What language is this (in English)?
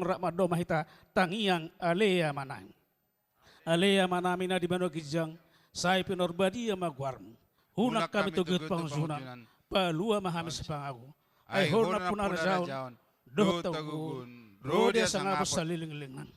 Batak Toba